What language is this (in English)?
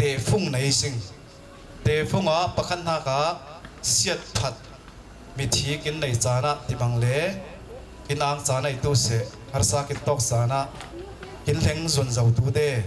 Falam Chin